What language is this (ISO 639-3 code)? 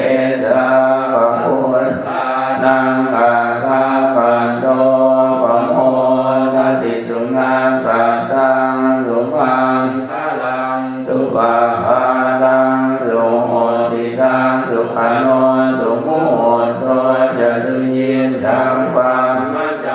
pli